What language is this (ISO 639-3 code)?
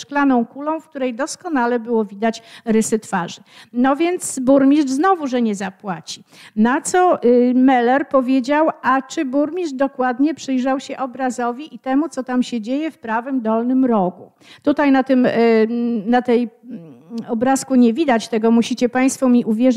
pol